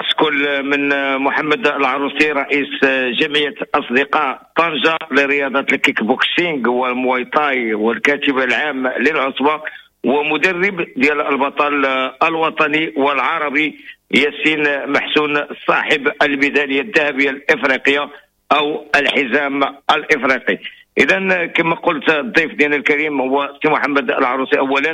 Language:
Moroccan Arabic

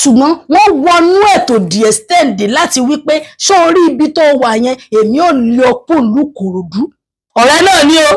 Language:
Yoruba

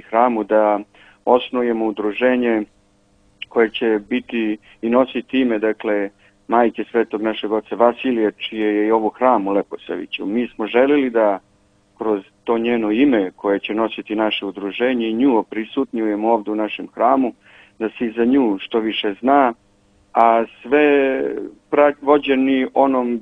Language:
Serbian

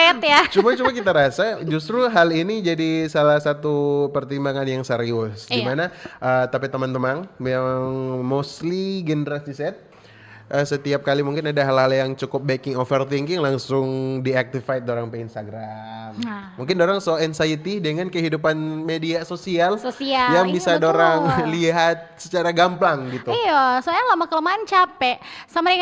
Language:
Manado Malay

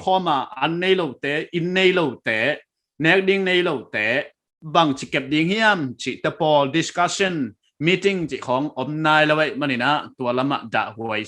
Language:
Paite Chin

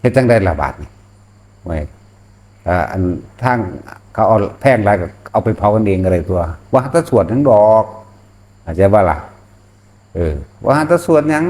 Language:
Northeastern Thai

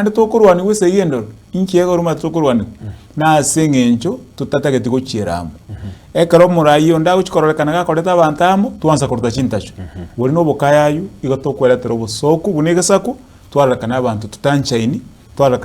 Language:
Gusii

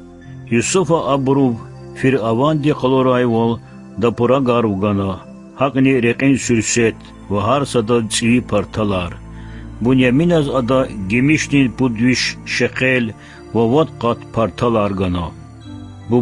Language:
Lezghian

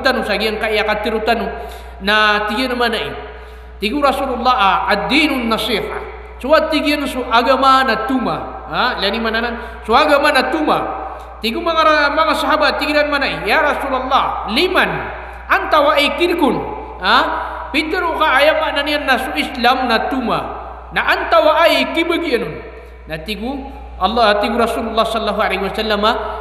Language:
Maranao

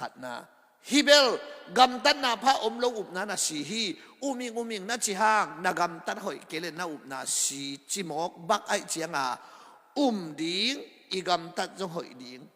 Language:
Tedim Chin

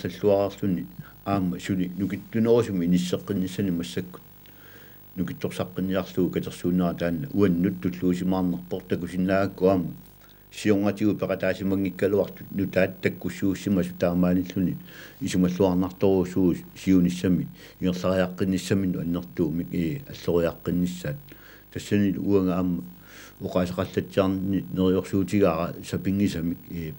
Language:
Kalaallisut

